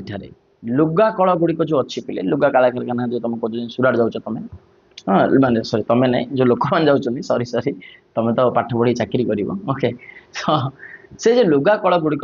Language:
Odia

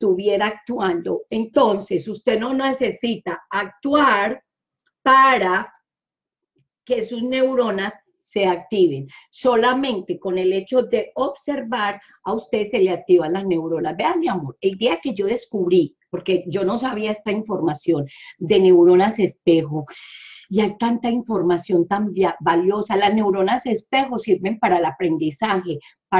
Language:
Spanish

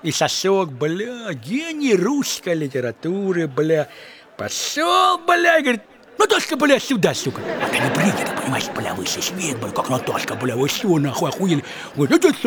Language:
Russian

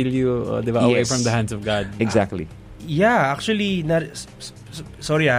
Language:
Filipino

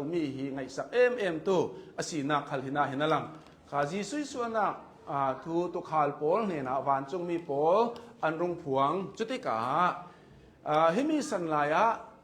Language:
Hakha Chin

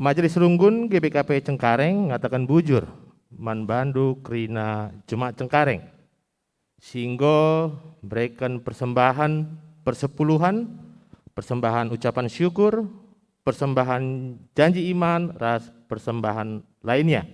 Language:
Batak Karo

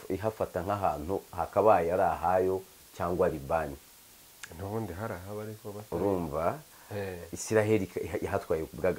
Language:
Kinyarwanda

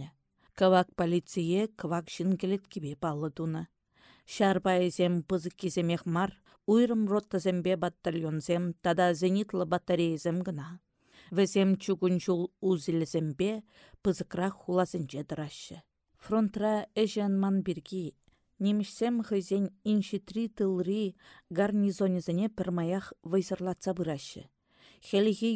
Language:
Chuvash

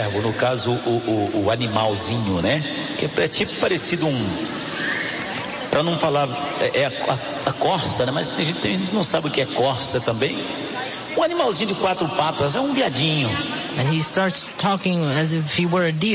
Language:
Portuguese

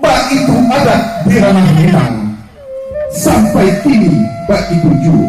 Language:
Minangkabau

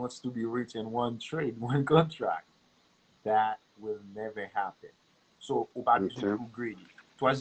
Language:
Haitian Creole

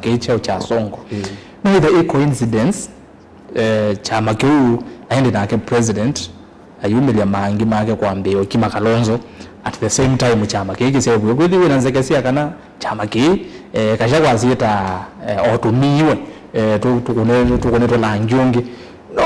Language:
Kamba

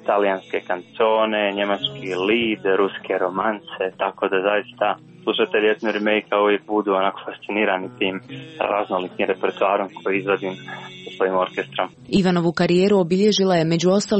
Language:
Croatian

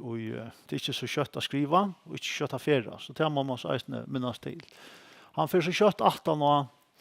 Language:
Faroese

